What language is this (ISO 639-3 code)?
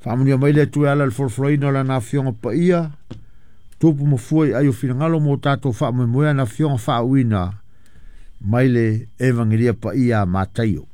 smo